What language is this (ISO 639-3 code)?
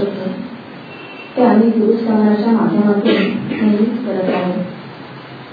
mar